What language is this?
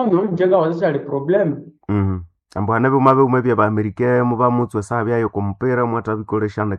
Nande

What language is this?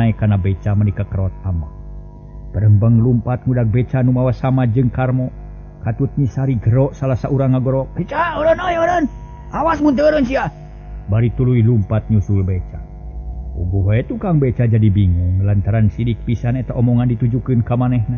Sundanese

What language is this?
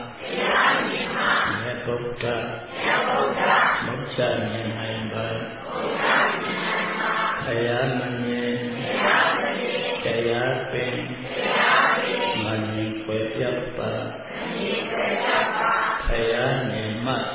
Burmese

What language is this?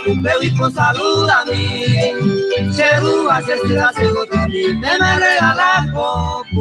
Guarani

